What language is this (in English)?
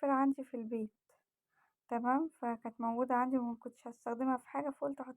Egyptian Arabic